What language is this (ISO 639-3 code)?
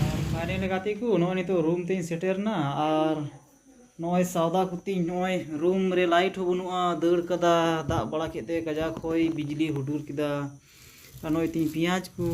sat